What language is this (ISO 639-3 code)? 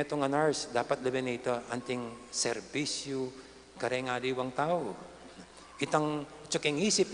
pam